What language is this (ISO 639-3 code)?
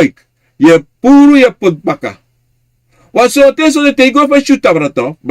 srn